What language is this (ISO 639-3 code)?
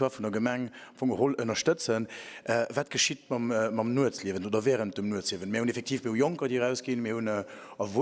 ltz